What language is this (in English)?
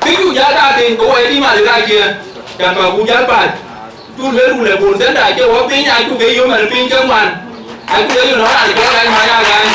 Dinka